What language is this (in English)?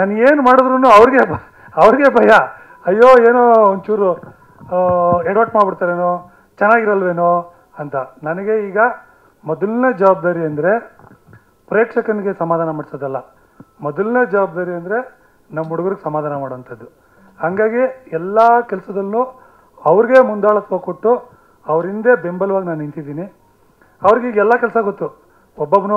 Kannada